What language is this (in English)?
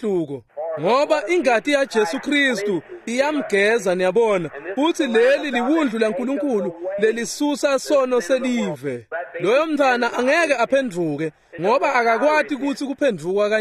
Swati